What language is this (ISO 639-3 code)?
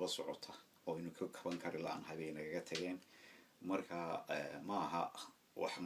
som